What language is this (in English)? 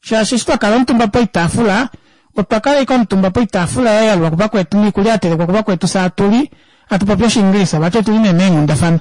Kuanyama